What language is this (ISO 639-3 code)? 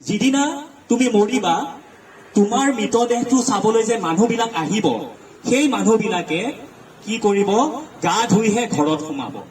asm